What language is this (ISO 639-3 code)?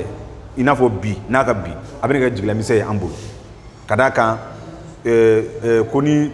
bam